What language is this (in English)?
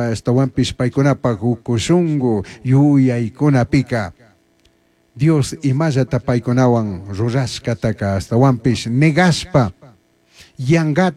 Chimborazo Highland Quichua